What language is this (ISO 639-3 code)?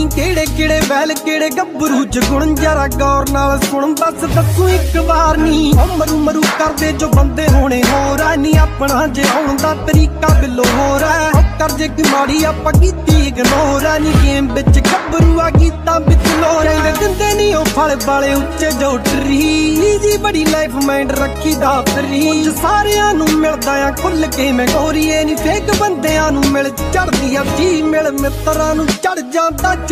pan